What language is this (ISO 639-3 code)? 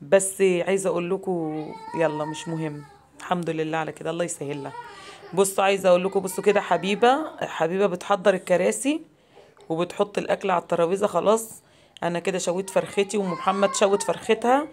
arz